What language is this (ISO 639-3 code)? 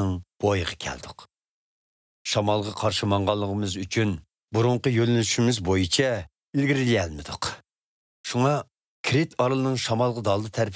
uig